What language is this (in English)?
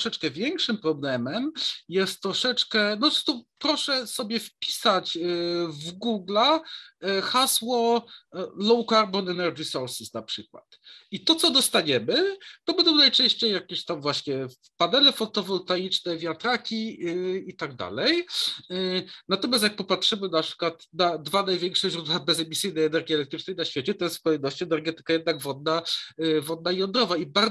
Polish